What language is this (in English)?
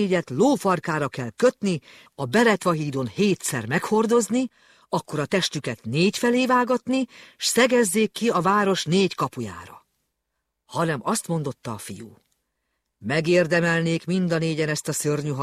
Hungarian